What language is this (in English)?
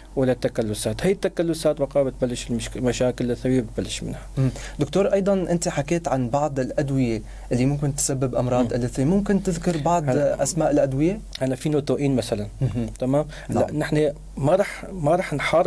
North Levantine Arabic